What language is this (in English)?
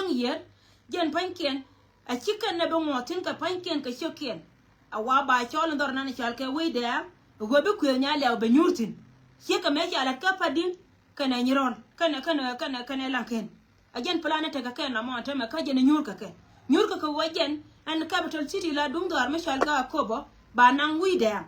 Nuer